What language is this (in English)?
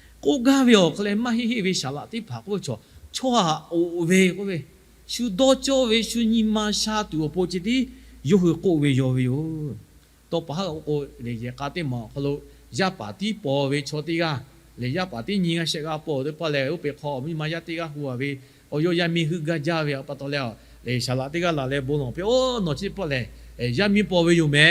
Lahu